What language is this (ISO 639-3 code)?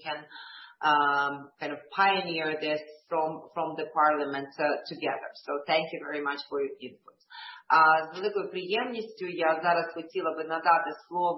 ukr